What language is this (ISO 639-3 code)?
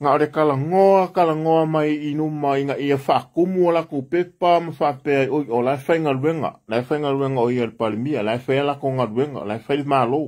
smo